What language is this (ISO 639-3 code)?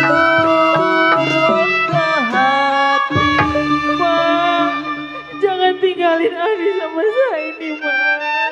bew